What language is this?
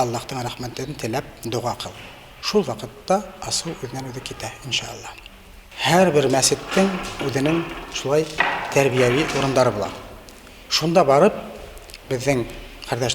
Bashkir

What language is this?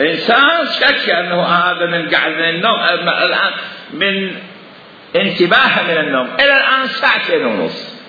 Mesopotamian Arabic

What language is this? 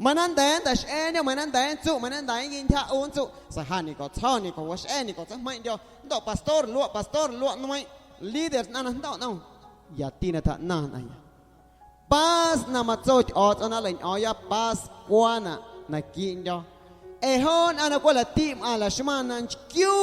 Guerrero Amuzgo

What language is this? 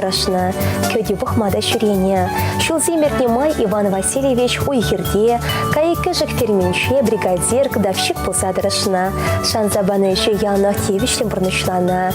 Chuvash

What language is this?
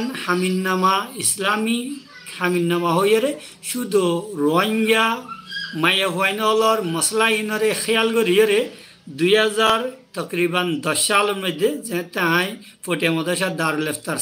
Rohingya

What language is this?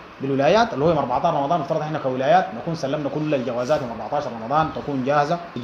Sudanese Arabic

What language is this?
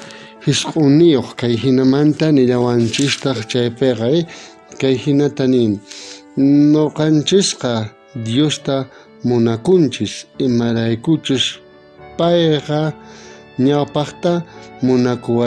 South Bolivian Quechua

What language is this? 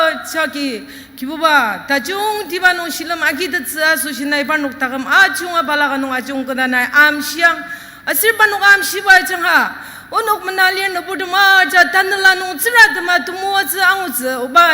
Ao Naga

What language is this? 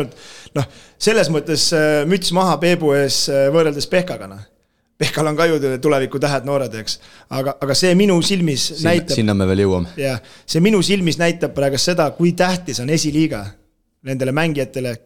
Estonian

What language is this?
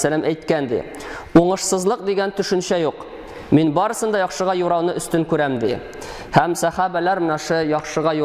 Tatar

